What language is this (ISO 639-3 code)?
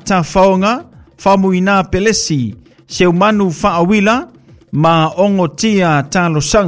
smo